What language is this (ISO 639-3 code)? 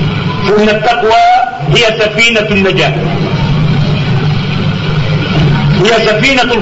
ara